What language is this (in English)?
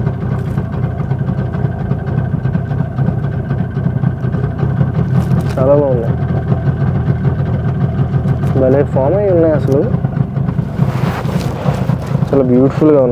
Telugu